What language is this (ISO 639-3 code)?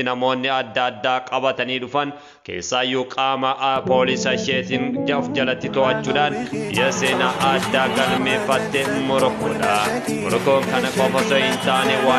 orm